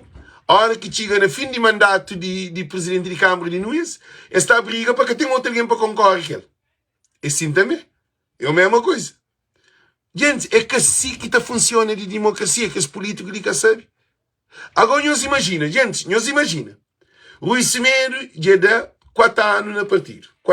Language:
Kabuverdianu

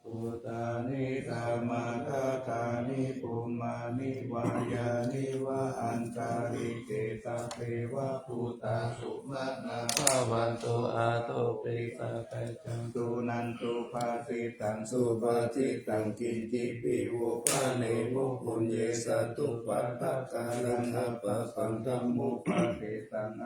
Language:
Pali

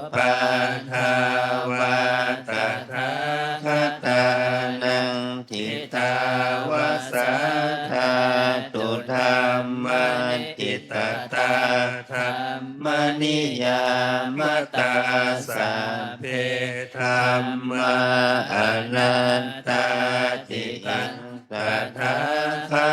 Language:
Pali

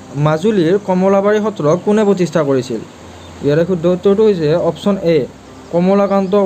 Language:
Assamese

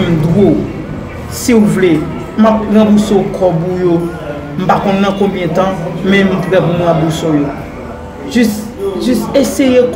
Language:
Haitian Creole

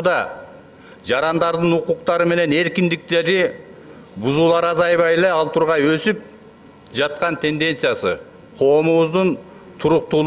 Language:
Kyrgyz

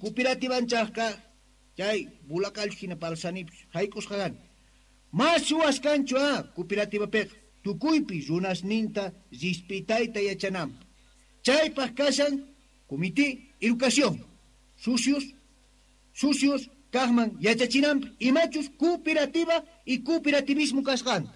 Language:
South Bolivian Quechua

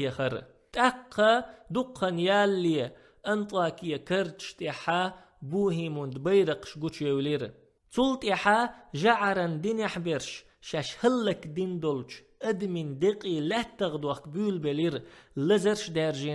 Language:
Chechen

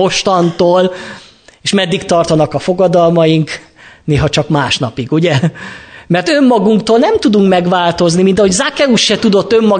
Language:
Hungarian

